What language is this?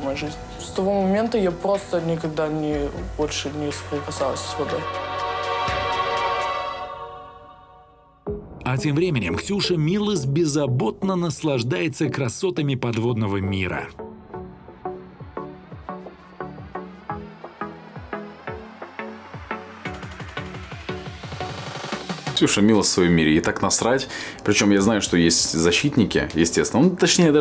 Russian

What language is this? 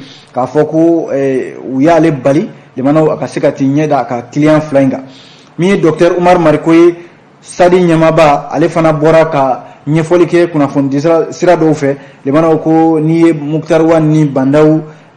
Bambara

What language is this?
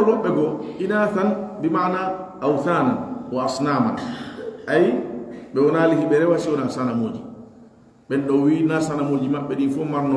Pular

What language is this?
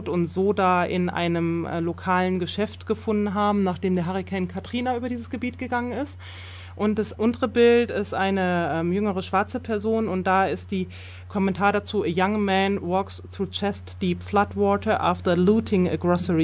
German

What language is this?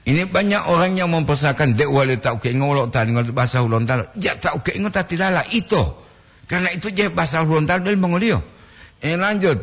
Gorontalo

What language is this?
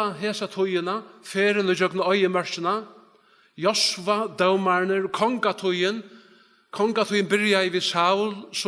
Faroese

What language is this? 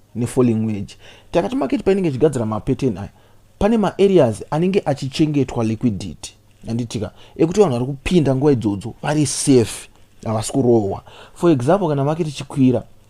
Shona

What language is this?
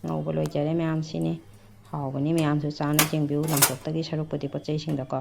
Manipuri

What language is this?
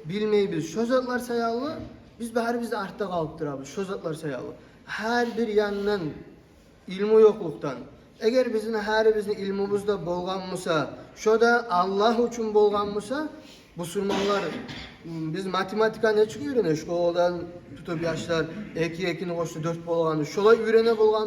Kumyk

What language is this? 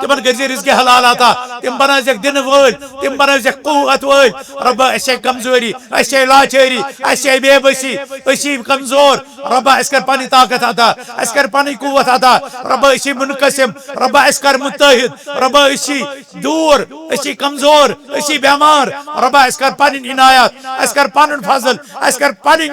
Kashmiri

